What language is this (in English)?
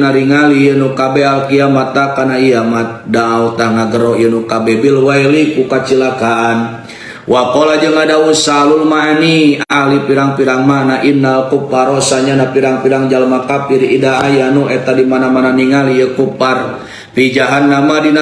Sundanese